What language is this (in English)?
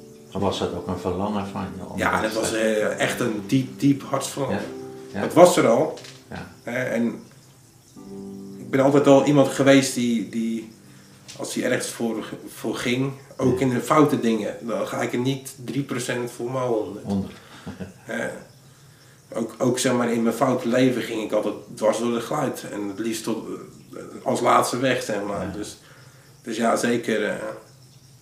Dutch